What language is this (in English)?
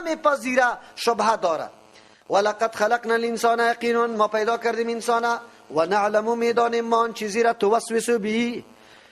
Persian